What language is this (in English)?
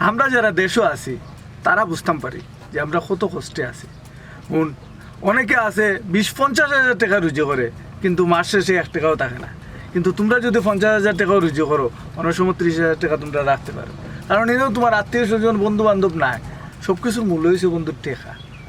Sylheti